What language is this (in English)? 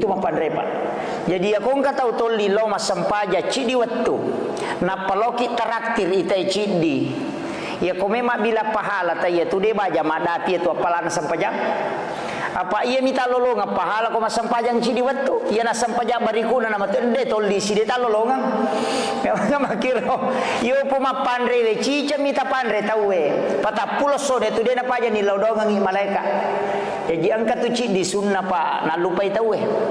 Buginese